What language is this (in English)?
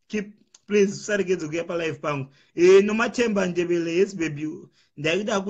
Shona